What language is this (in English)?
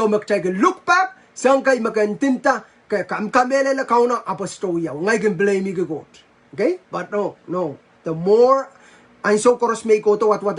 Pohnpeian